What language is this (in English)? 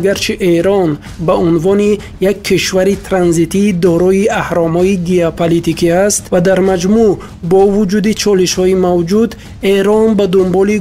Tajik